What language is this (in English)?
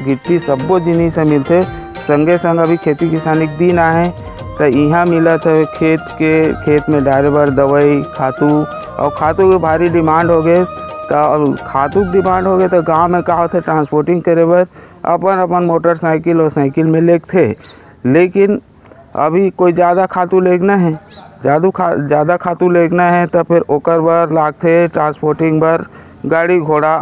Chhattisgarhi